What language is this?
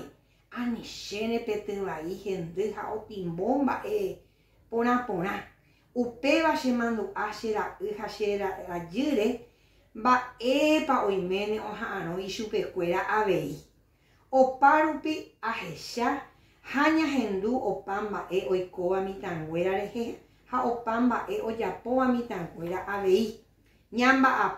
Guarani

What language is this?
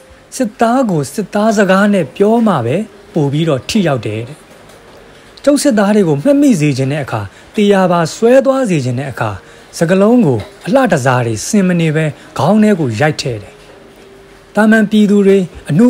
Burmese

